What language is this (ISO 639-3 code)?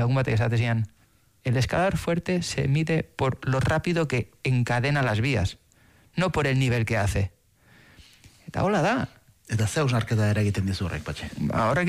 eus